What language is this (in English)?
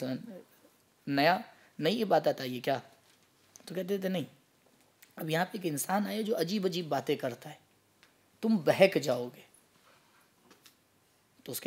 Urdu